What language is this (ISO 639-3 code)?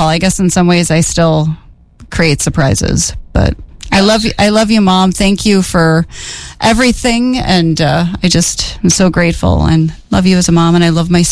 eng